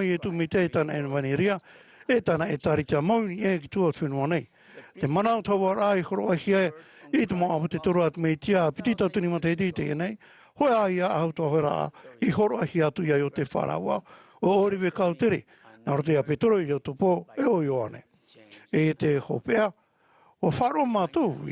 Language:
Tahitian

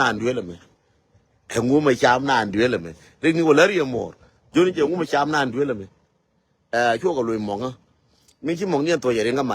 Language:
Nuer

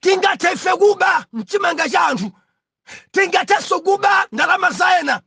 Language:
Nyanja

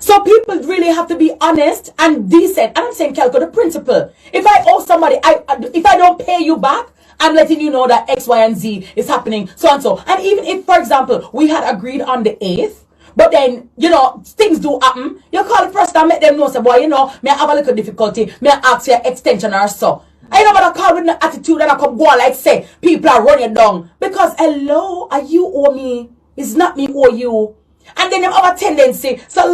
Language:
Jamaican Creole English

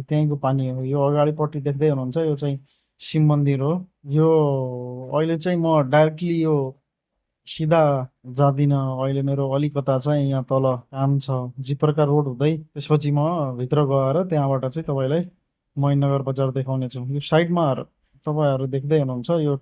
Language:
Nepali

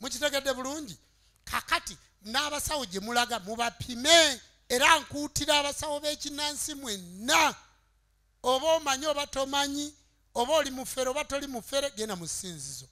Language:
Ganda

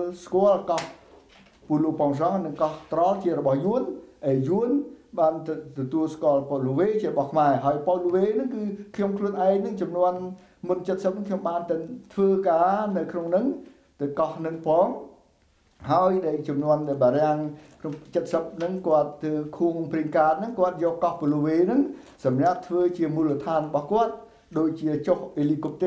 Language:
Khmer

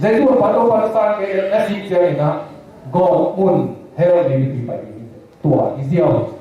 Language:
Tedim Chin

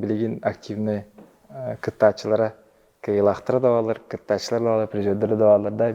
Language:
Yakut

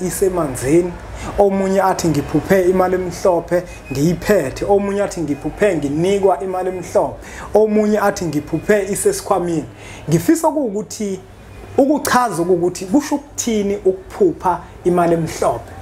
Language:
Zulu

